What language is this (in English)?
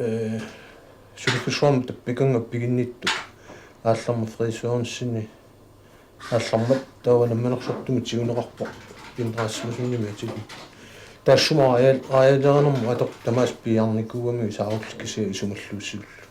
Kalaallisut